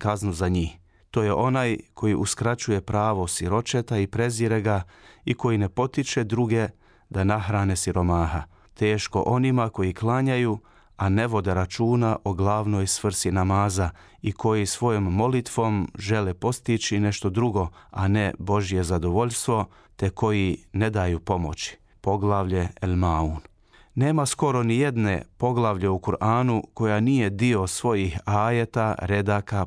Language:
Bosnian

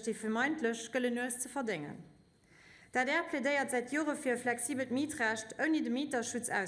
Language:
Luxembourgish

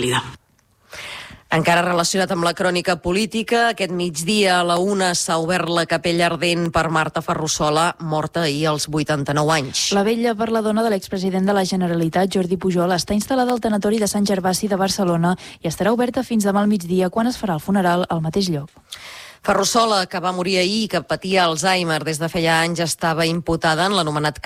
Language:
Catalan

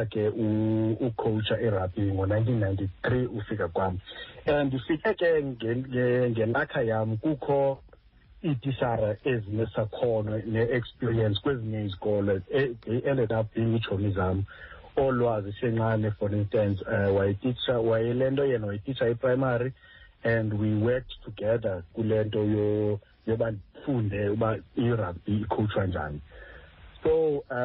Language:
Xhosa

